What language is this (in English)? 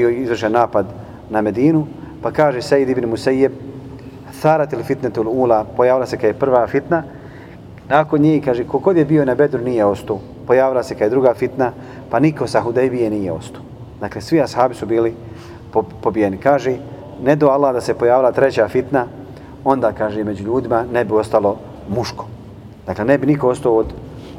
Bosnian